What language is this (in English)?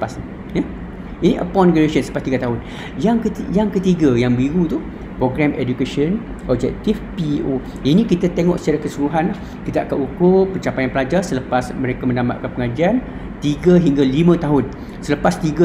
Malay